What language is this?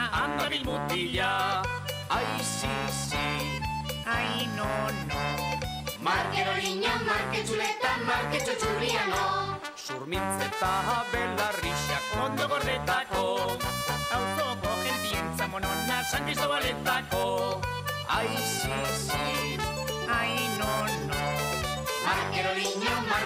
Basque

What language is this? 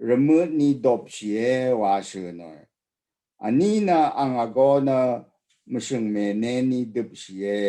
Rawang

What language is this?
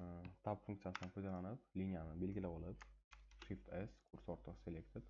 Uzbek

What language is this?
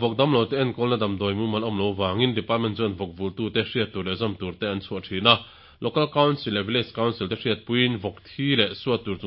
Mizo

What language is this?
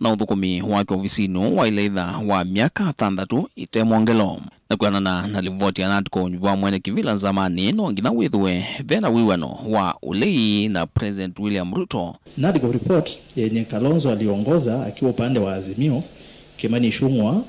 Kamba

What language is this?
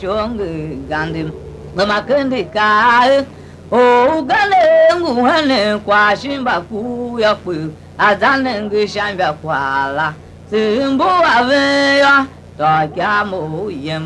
Tiv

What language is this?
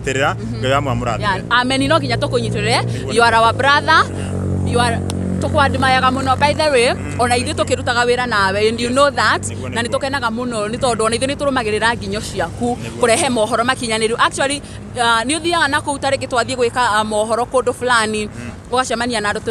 Kikuyu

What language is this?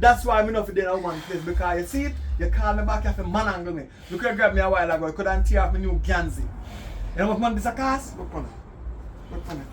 Jamaican Creole English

